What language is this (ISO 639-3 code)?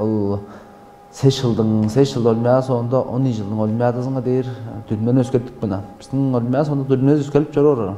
tyv